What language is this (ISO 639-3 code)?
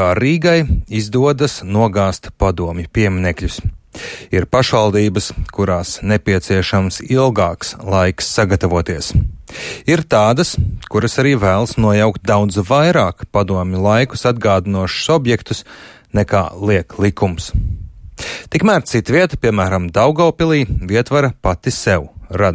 lav